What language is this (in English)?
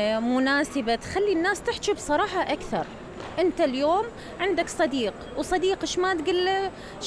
Mesopotamian Arabic